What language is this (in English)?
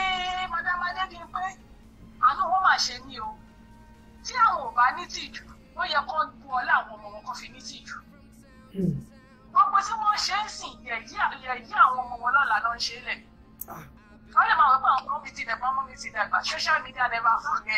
Yoruba